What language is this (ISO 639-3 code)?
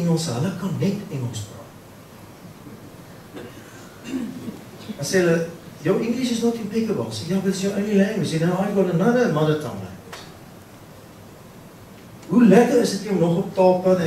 afr